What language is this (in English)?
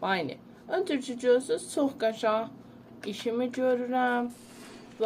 South Azerbaijani